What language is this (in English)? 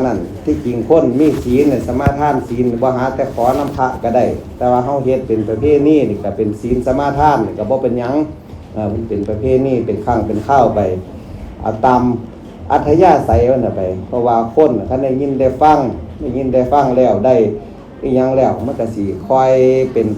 Northeastern Thai